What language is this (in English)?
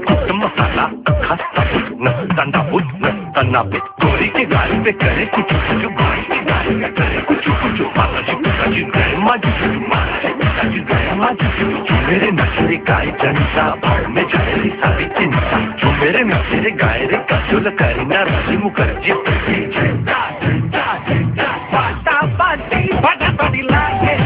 Bangla